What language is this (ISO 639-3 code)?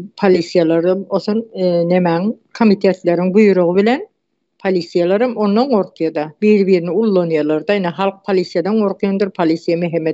tuk